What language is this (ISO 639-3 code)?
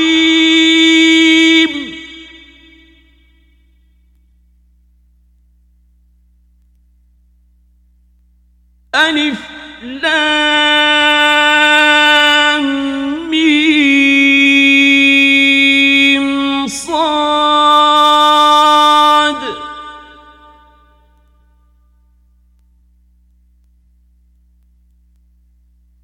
ara